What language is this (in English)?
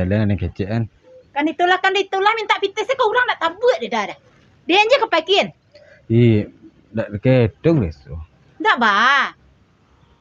Minangkabau